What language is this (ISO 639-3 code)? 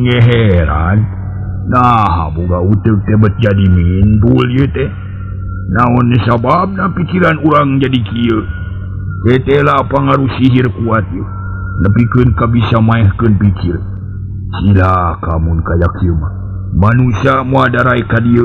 sun